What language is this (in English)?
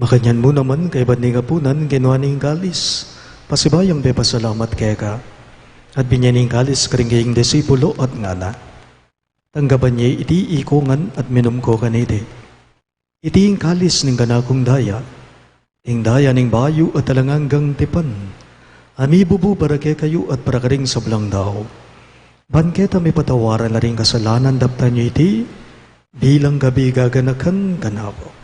Pampanga